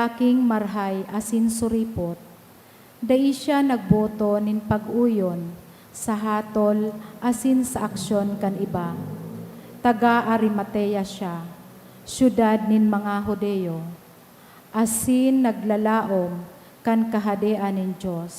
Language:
Bikol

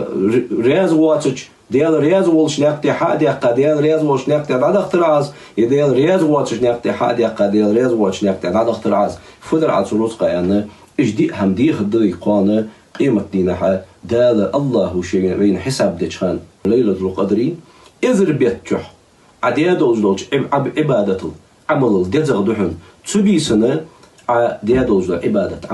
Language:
Ingush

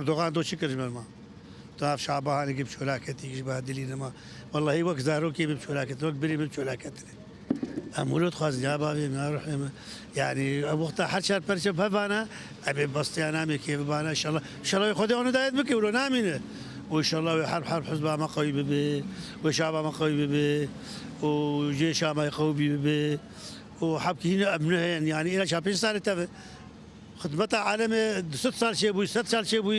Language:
Kurdish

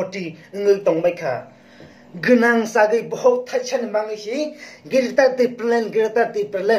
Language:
Kok Borok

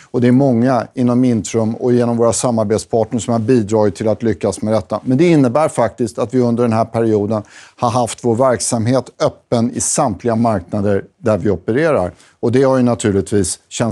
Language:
Swedish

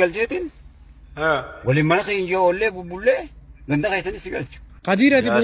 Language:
Oromo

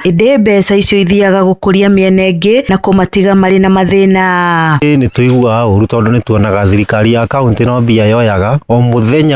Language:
Kikuyu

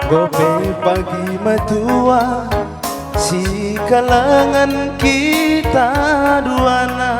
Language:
Batak Karo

